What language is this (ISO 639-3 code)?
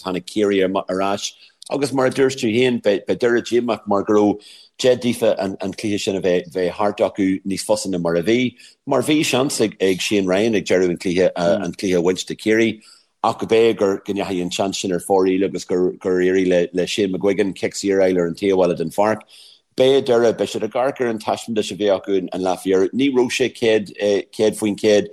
gle